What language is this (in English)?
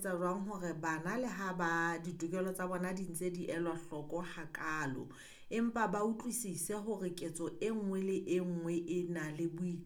Southern Sotho